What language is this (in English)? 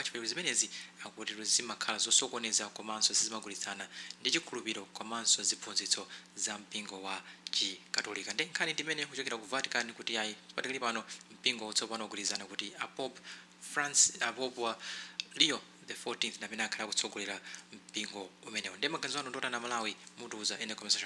Nyanja